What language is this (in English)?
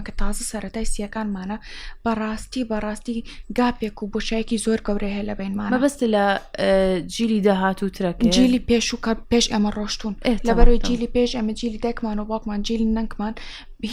Central Kurdish